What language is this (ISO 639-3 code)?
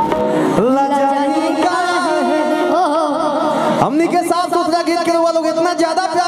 bho